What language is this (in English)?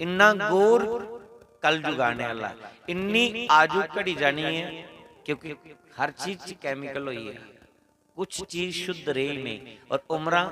Dogri